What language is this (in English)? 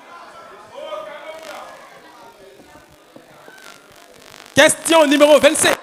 French